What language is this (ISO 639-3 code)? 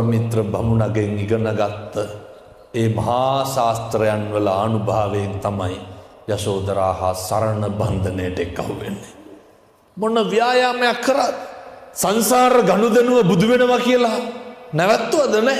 sin